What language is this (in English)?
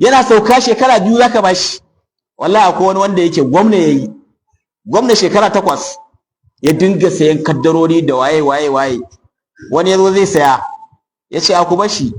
Hausa